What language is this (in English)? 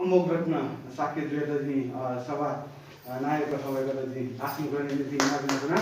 Newari